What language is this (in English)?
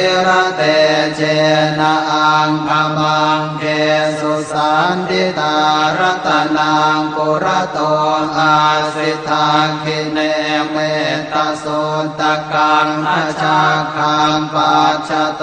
Pali